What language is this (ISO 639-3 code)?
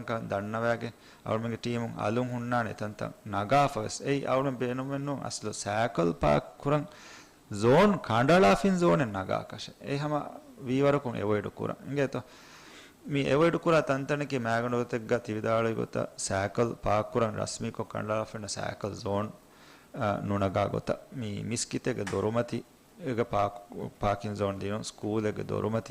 div